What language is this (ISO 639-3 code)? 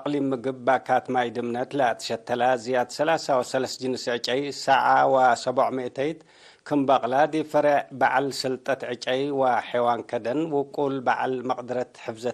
tig